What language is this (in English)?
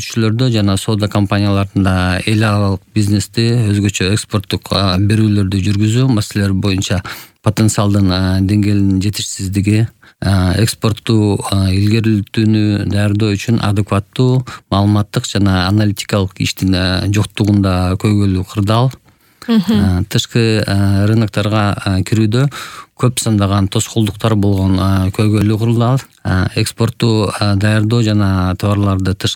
Kyrgyz